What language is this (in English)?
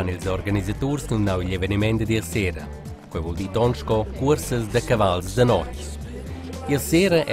Romansh